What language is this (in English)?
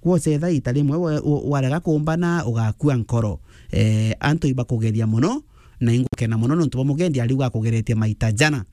Meru